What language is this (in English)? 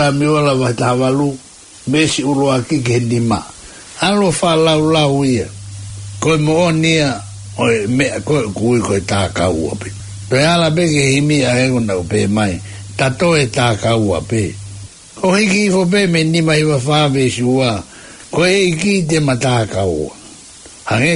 Tongan